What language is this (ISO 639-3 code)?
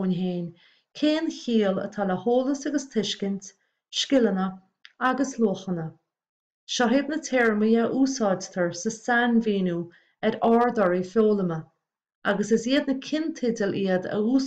gle